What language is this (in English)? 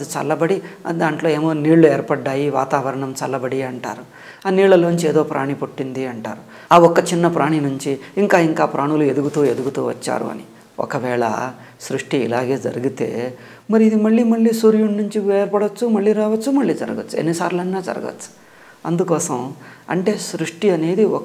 Telugu